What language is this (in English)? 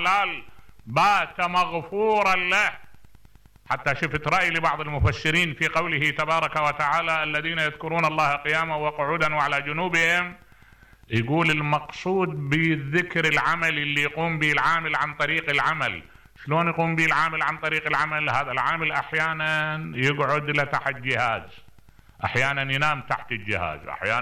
Mesopotamian Arabic